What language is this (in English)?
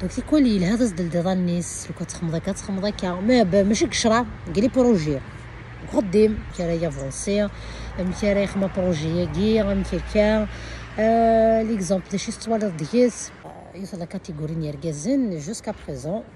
Kabyle